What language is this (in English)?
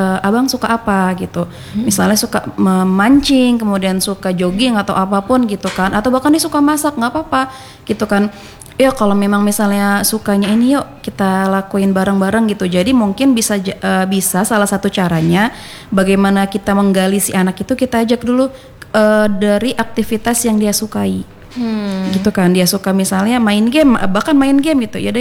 Indonesian